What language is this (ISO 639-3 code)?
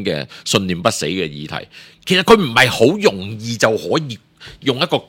yue